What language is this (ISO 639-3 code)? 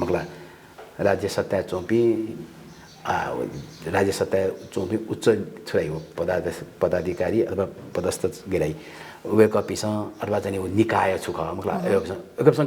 new